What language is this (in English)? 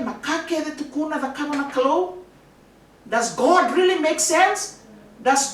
Fijian